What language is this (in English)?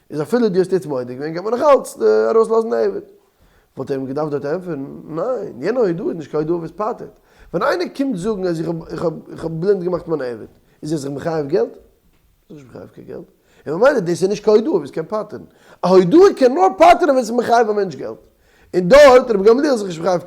Yiddish